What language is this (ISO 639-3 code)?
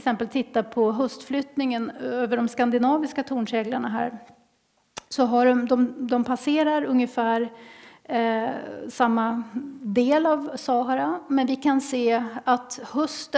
swe